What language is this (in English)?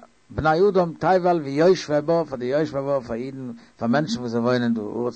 Yiddish